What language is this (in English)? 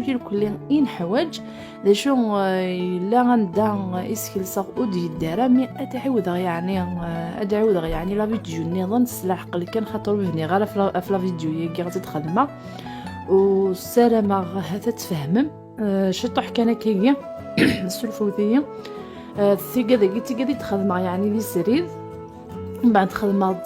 Kabyle